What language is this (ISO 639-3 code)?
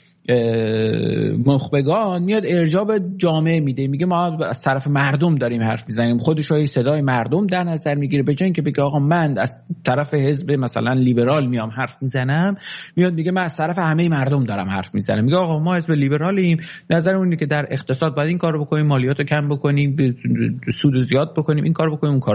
fas